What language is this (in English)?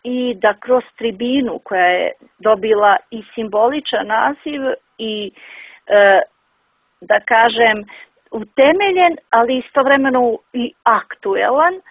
Bosnian